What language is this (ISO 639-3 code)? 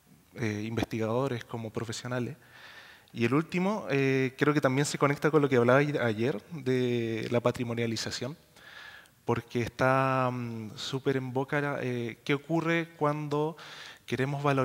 spa